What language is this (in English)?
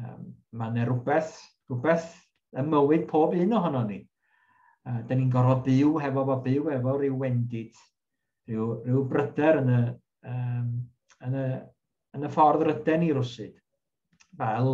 Welsh